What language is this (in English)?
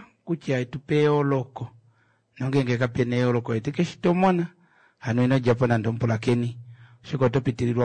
Kuanyama